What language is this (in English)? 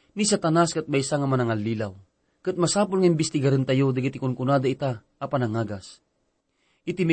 Iloko